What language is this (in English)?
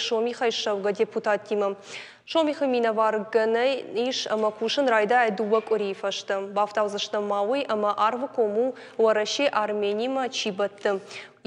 Ossetic